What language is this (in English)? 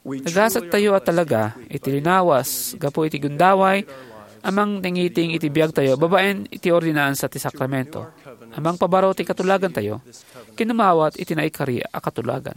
Iloko